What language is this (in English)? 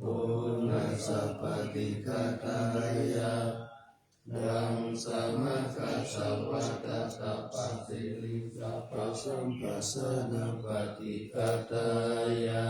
Pali